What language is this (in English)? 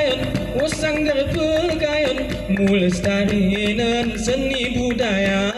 Gayo